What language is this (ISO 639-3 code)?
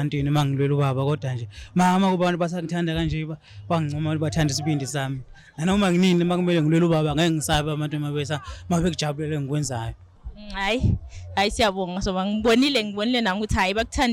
zul